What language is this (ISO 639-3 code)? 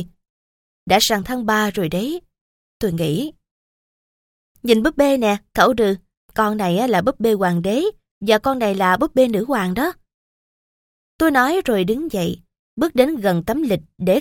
vie